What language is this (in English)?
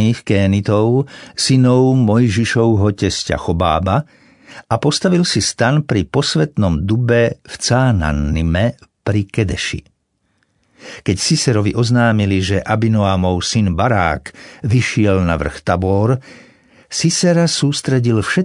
Slovak